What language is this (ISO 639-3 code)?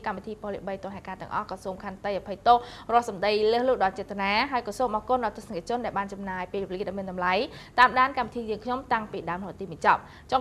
khm